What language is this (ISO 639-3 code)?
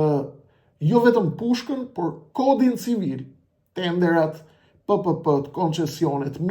sqi